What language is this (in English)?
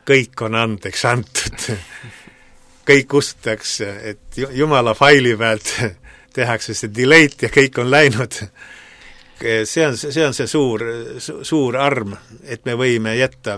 Estonian